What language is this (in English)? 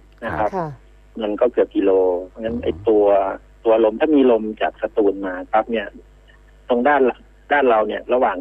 Thai